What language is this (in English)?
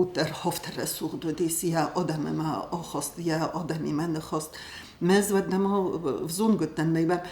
Ossetic